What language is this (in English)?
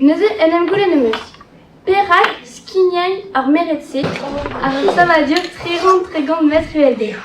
Breton